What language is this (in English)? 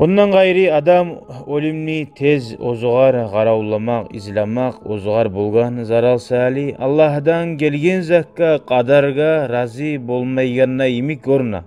Kumyk